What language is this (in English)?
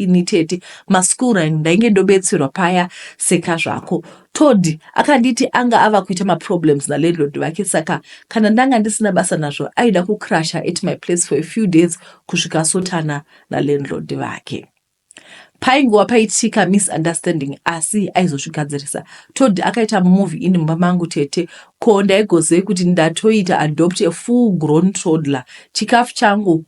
Shona